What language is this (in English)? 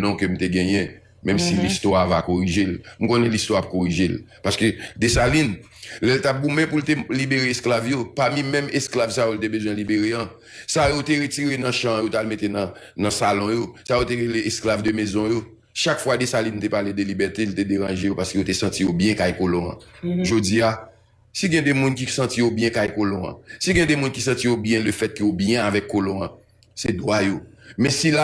Haitian Creole